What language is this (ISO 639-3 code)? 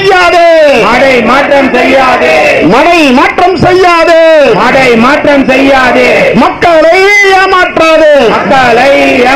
tam